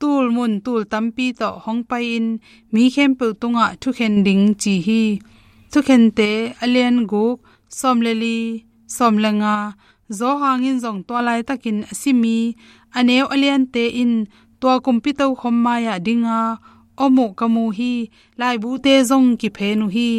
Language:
Tedim Chin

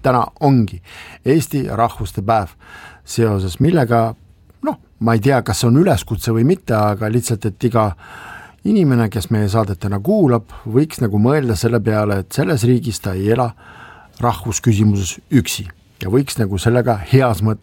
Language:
Estonian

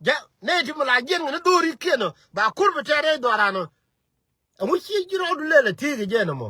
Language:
Nuer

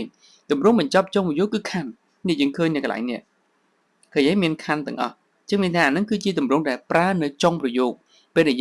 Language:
Khmer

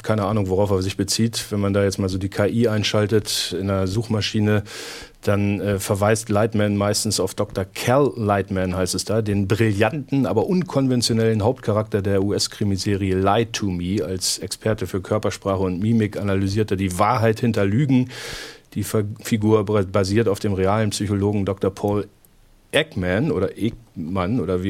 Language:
German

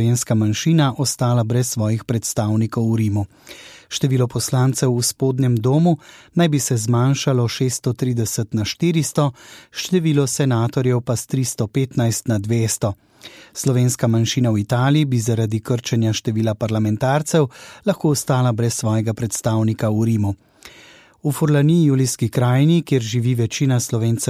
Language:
Slovenian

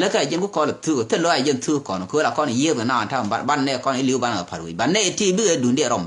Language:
Nuer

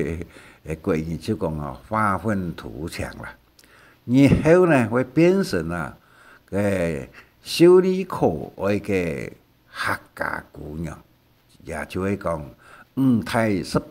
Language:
Hakka Chinese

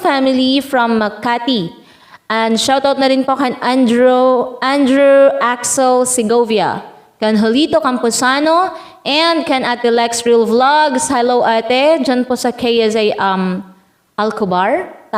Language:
Waray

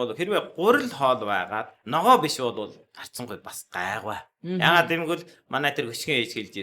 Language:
Mongolian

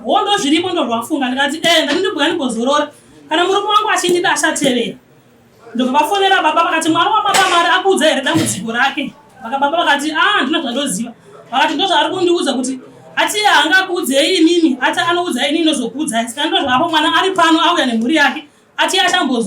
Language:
Shona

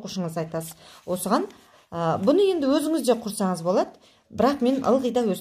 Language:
Kazakh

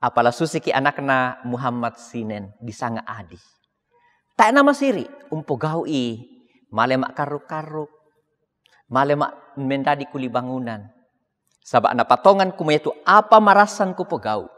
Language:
Toraja-Sa'dan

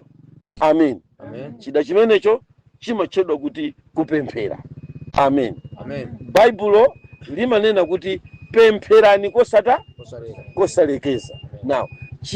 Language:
Nyanja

